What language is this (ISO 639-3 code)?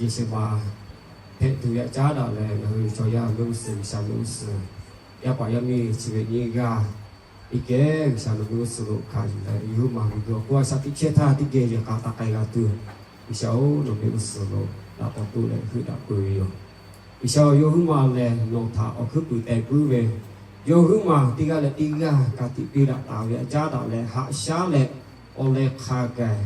lhu